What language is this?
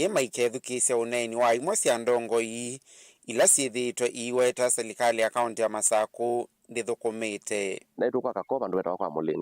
Kamba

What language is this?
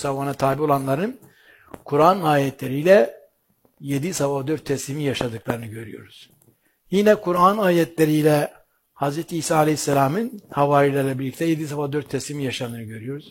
Turkish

